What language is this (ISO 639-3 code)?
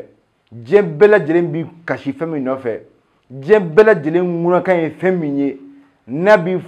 bam